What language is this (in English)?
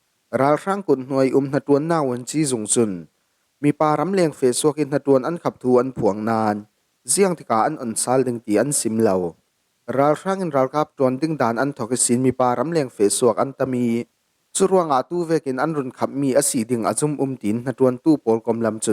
Falam Chin